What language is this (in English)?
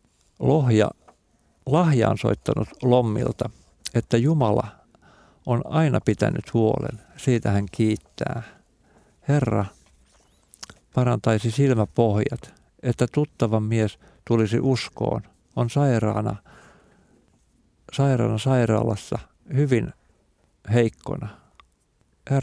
Finnish